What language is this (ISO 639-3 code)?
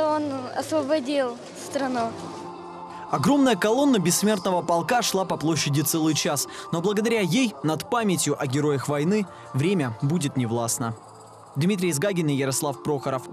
rus